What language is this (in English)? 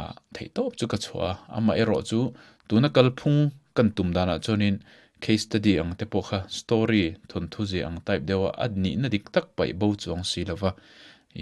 Mizo